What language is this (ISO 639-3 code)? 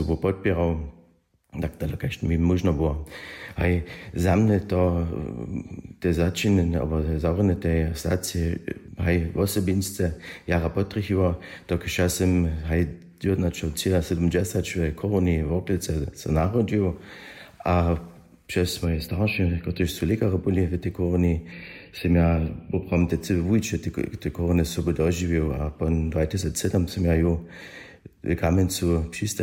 hsb